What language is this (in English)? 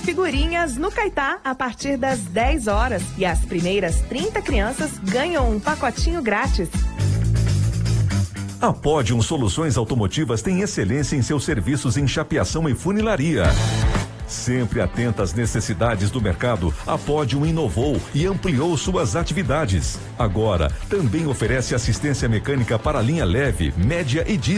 Portuguese